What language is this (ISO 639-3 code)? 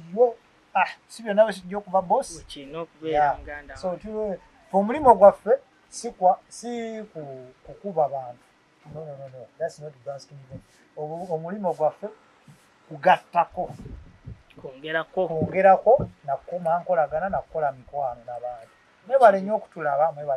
lug